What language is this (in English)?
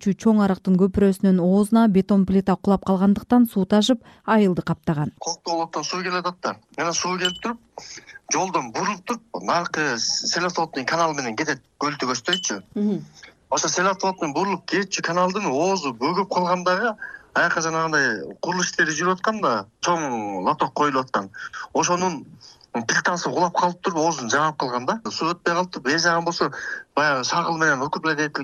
Kyrgyz